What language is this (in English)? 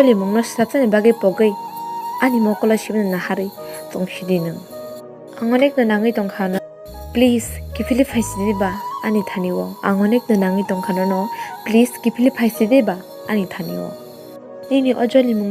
Kok Borok